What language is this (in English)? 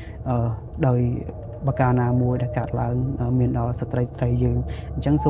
Khmer